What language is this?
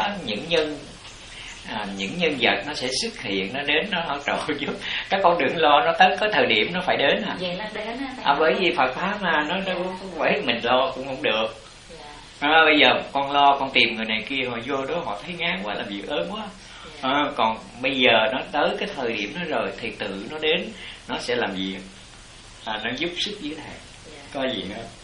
Vietnamese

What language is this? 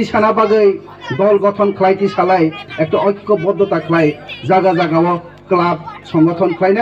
Kok Borok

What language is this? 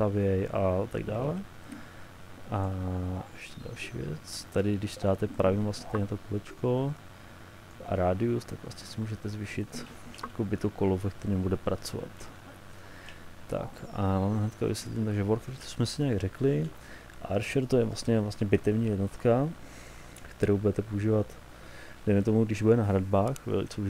Czech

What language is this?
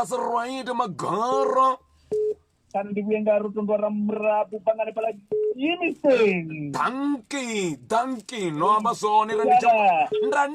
Venda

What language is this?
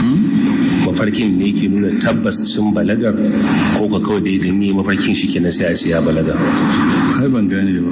Hausa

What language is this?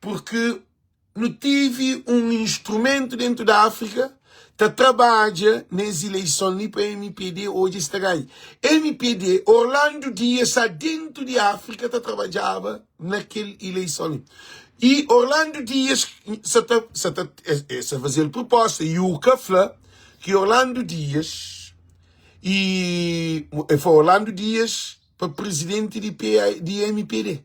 Kabuverdianu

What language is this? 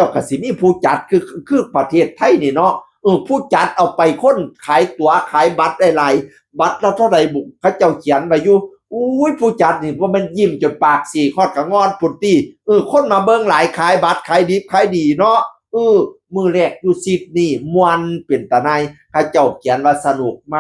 Northeastern Thai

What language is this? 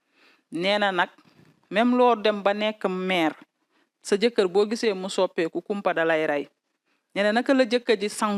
Wolof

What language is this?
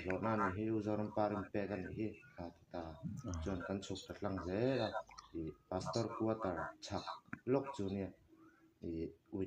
Mizo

